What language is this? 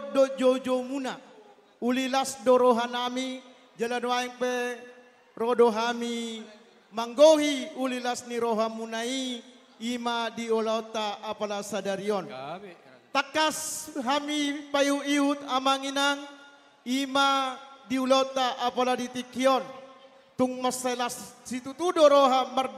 Batak Toba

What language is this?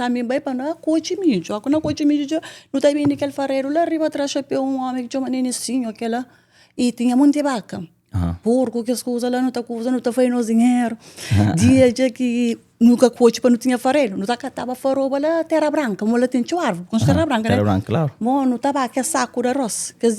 Kabuverdianu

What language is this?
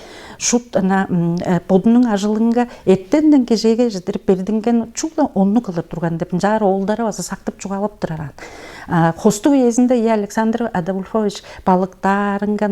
Tuvinian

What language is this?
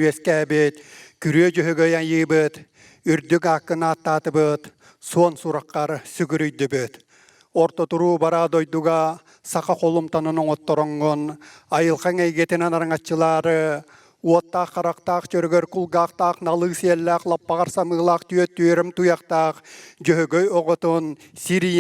Yakut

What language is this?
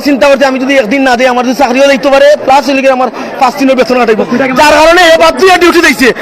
Sylheti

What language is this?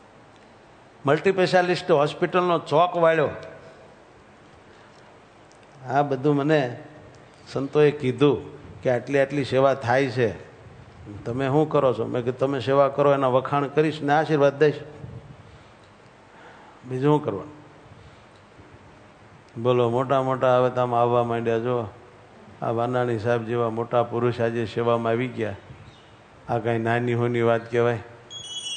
Gujarati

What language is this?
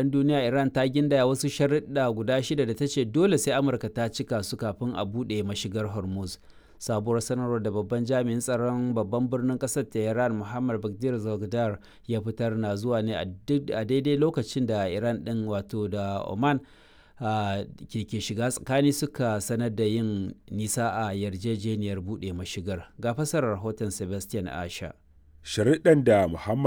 Hausa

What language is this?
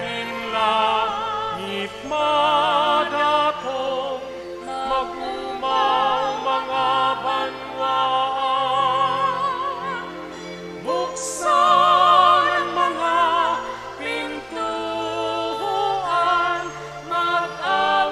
Bikol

